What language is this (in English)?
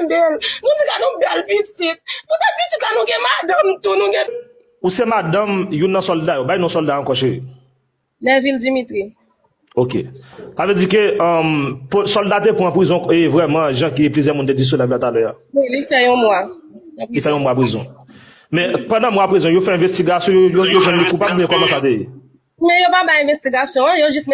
Haitian Creole